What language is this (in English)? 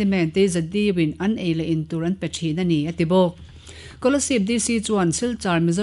Mizo